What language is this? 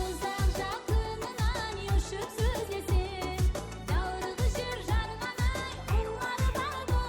Kara-Kalpak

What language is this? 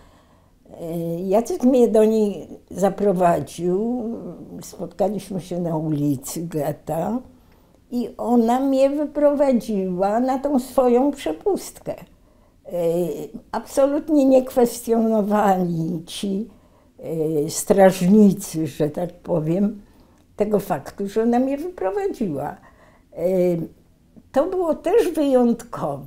Polish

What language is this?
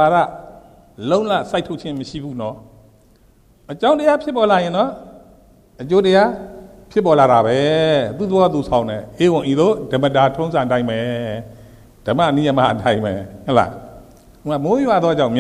Burmese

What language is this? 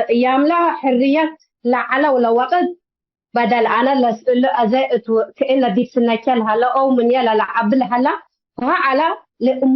Tigre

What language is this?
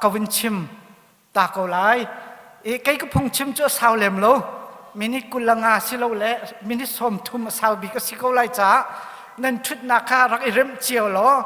Hakha Chin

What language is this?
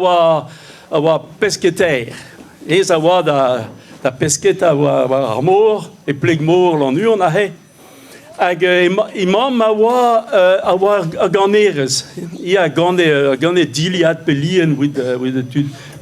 Breton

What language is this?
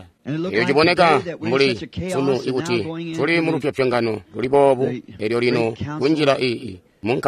Tonga (Zambia)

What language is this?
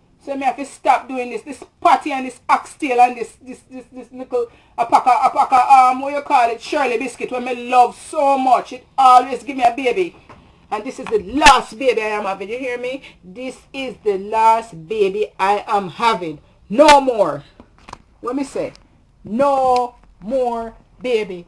Jamaican Creole English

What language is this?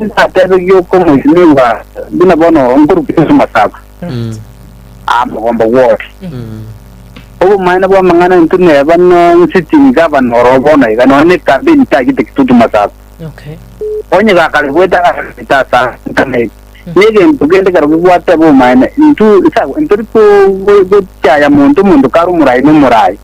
Gusii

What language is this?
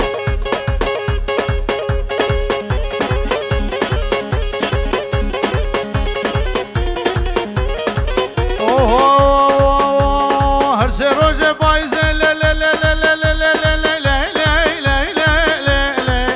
Persian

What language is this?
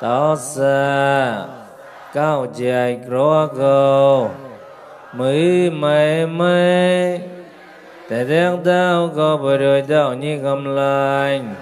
Mon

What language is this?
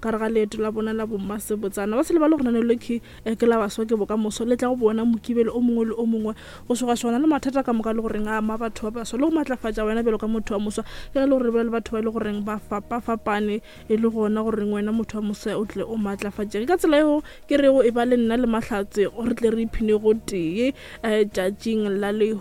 Northern Sotho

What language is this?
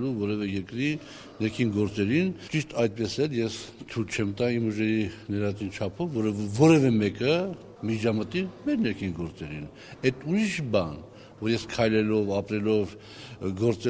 Armenian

